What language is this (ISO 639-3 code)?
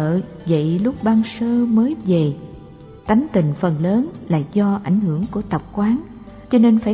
vie